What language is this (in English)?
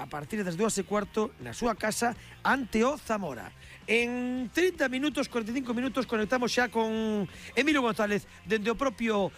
Galician